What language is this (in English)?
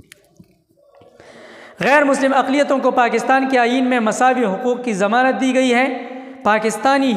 Urdu